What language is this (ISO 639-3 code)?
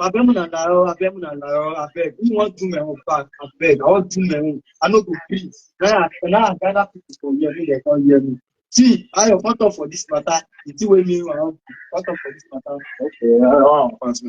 pcm